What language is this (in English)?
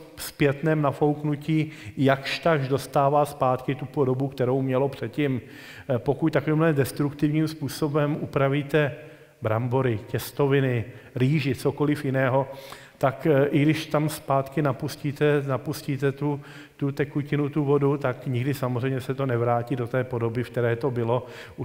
Czech